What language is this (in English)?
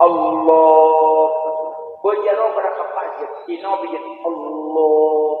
Achinese